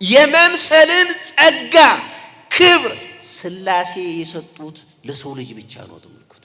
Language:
Amharic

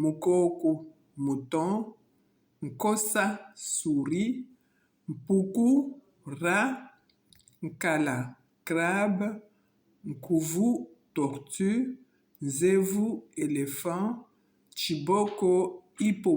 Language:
Luba-Lulua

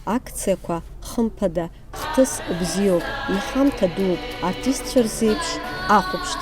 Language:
Abkhazian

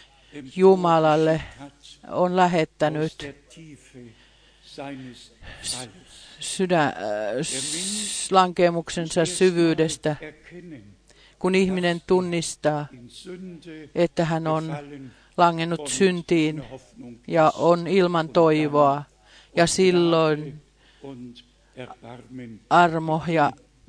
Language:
Finnish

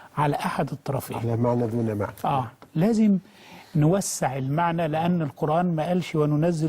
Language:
Egyptian Arabic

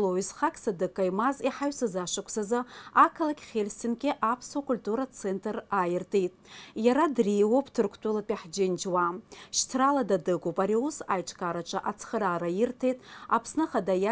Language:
Abkhazian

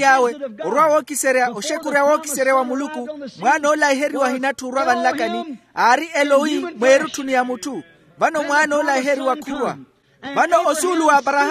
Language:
Makhuwa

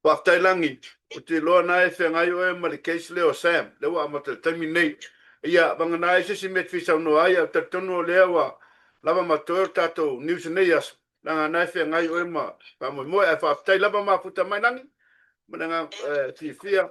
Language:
Samoan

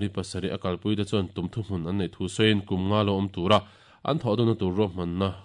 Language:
Mizo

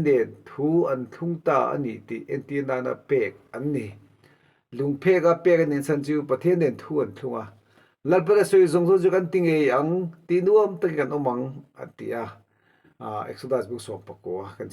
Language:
Mizo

